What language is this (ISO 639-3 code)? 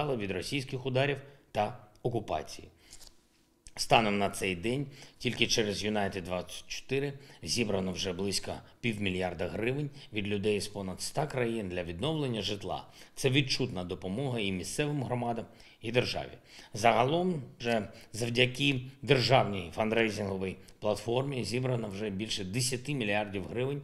ukr